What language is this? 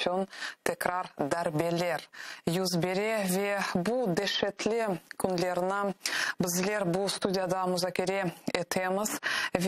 Crimean Tatar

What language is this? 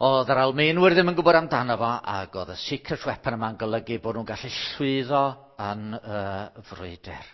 Welsh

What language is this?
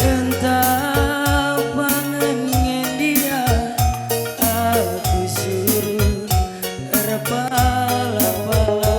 Batak Karo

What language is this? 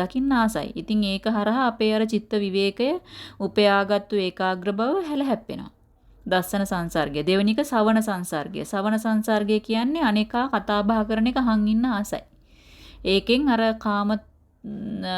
Sinhala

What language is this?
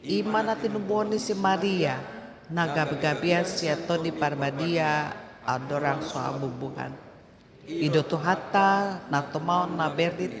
Batak Toba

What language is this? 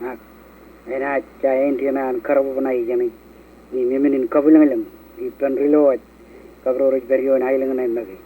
Marshallese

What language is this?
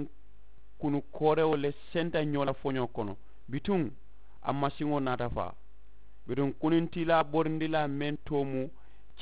Mandingo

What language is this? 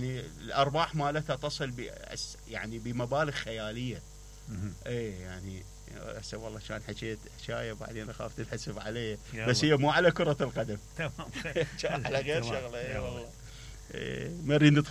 Mesopotamian Arabic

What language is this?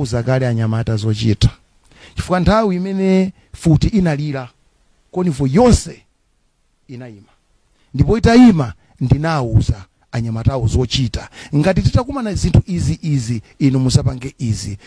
Nyanja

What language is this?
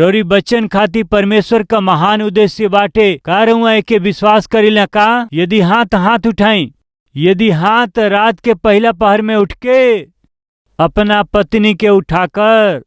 Bhojpuri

